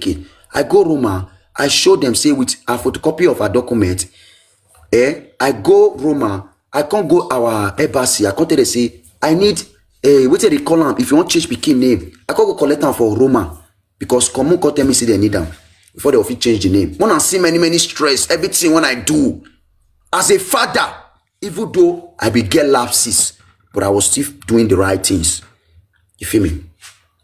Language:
Nigerian Pidgin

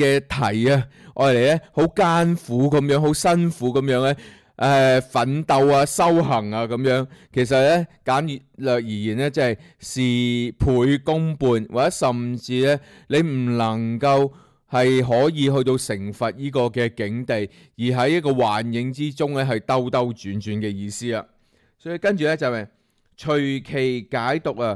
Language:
Cantonese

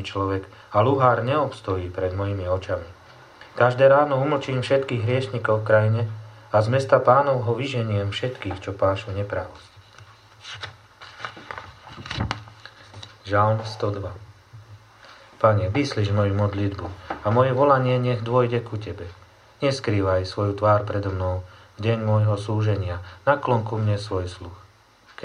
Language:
Slovak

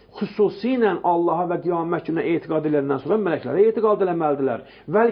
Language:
Azerbaijani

